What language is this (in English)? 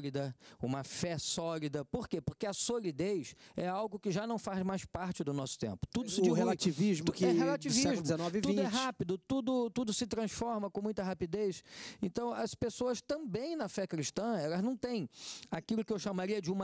Portuguese